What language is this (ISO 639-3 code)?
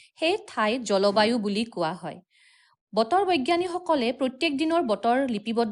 asm